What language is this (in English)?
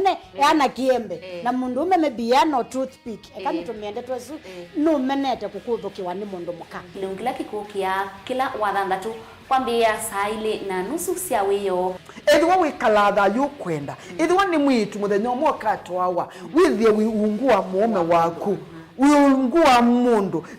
Kamba